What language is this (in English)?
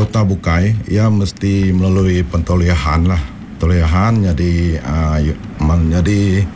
Iban